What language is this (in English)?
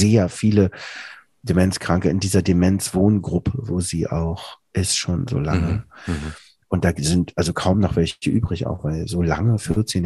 German